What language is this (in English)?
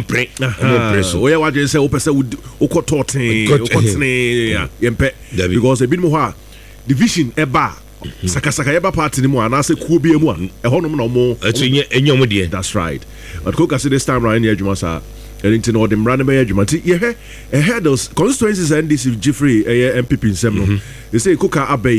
Akan